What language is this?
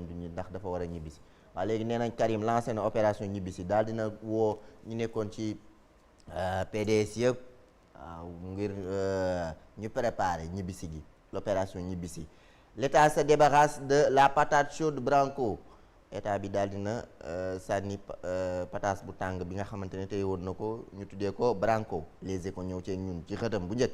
Wolof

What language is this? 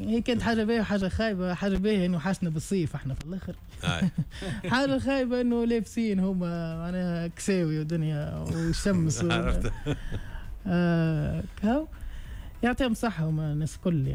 Tunisian Arabic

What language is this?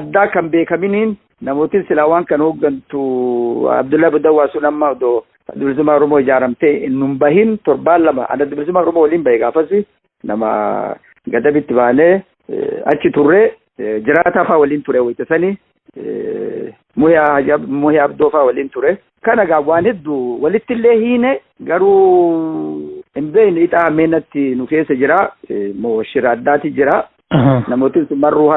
Oromo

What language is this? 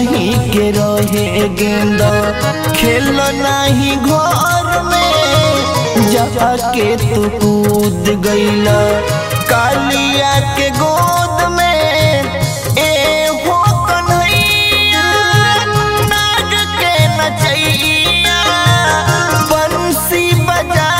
Bhojpuri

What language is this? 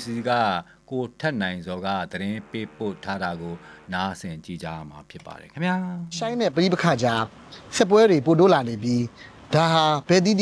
Burmese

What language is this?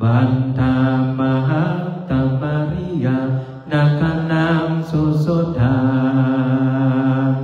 Pali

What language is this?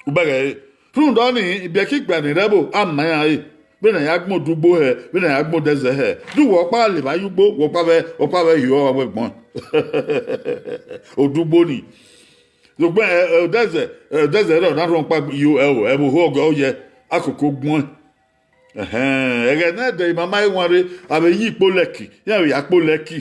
Bini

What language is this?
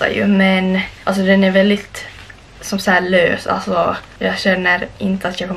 Swedish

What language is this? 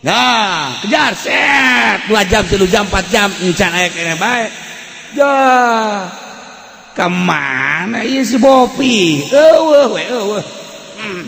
Sundanese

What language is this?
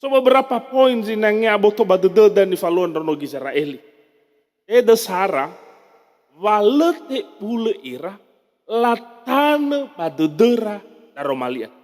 Nias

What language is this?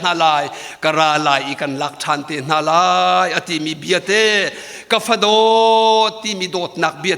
Hakha Chin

